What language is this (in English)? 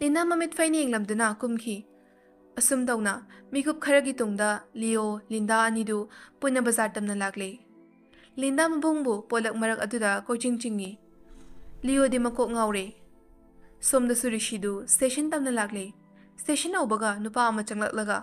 Manipuri